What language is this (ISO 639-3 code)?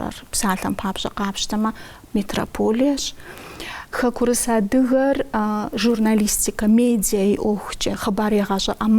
kbd